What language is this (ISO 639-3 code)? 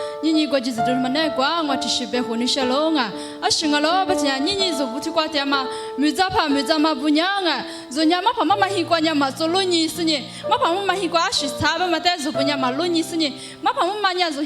lis